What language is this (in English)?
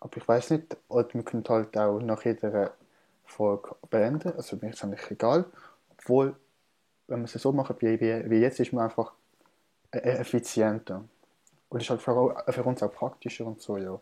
Swiss German